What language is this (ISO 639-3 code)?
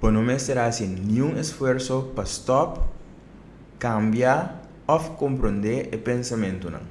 pap